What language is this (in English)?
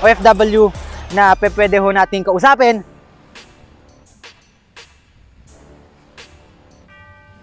Filipino